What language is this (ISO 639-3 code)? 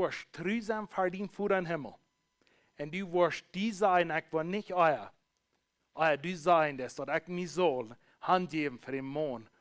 pdt